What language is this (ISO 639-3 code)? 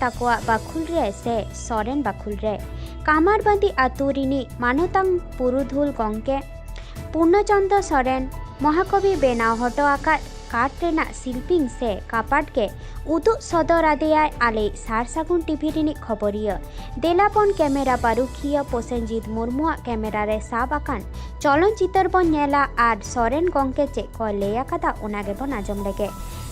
sat